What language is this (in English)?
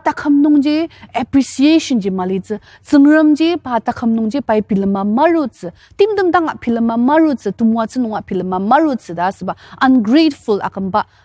Ao Naga